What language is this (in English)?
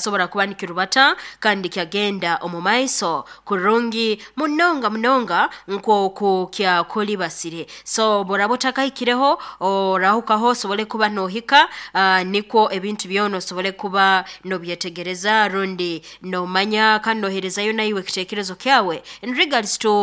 Nyoro